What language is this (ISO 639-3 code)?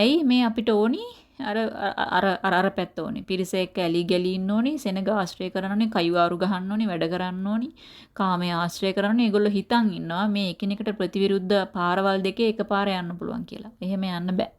sin